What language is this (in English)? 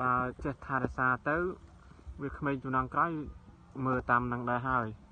Khmer